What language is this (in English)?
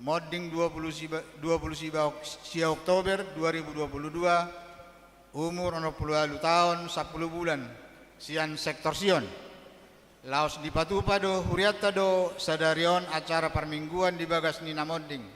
Batak Toba